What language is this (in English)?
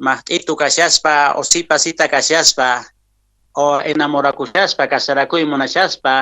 Quechua